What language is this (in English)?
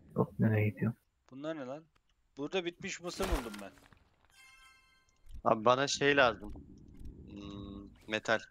Turkish